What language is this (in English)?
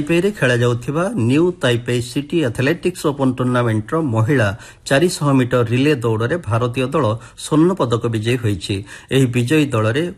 Odia